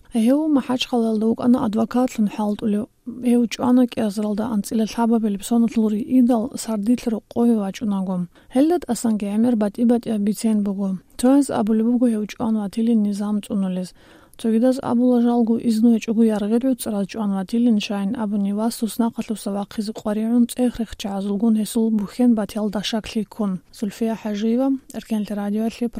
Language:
Avaric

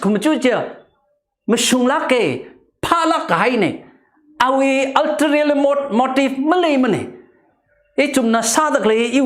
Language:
Tangkhul Naga (India)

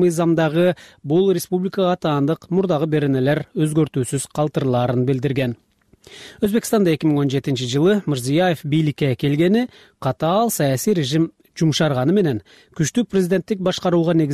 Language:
Kyrgyz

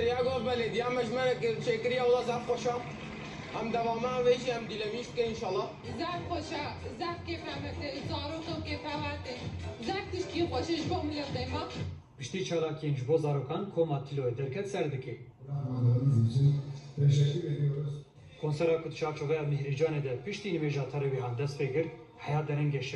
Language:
Kurdish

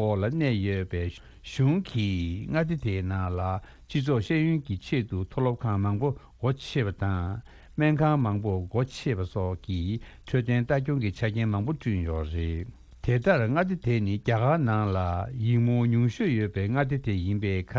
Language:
Tibetan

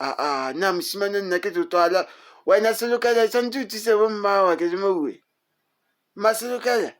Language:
Northern Sotho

